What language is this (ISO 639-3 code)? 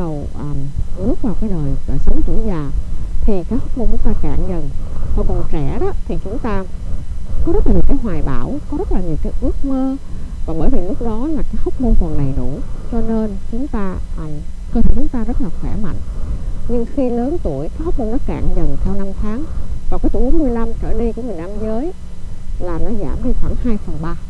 vie